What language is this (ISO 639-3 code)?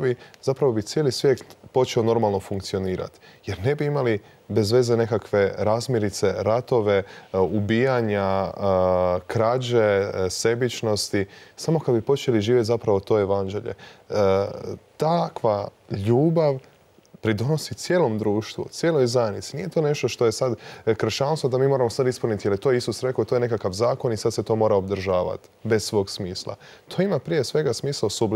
hrv